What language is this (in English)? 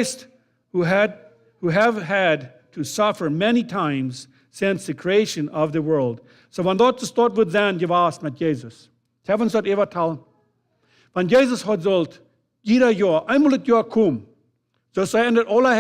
Plautdietsch